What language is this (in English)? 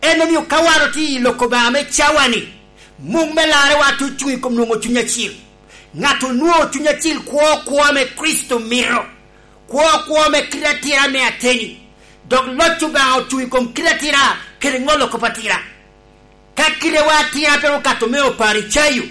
Lango (Uganda)